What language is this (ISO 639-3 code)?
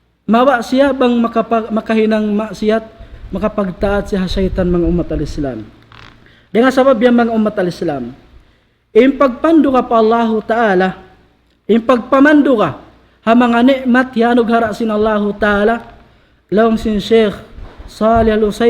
tsg